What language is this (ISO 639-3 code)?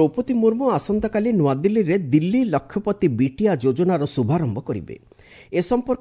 ori